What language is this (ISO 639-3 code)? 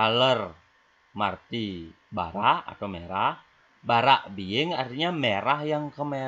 ban